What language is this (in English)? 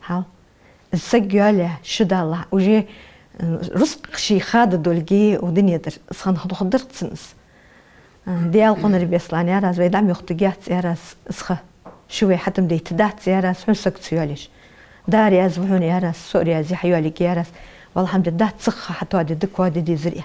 Ingush